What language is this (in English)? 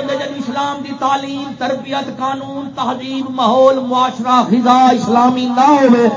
Saraiki